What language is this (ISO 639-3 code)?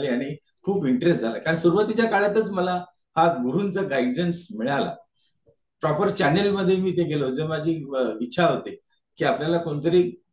mar